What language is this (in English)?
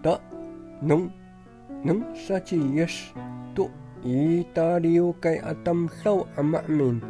Amis